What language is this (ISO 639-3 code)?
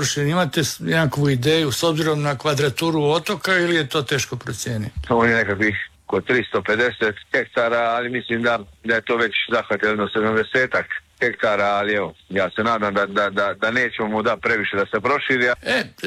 hrv